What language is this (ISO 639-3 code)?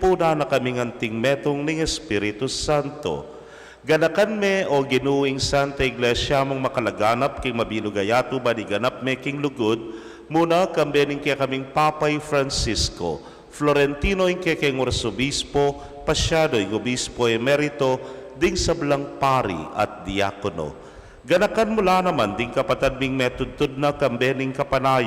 pam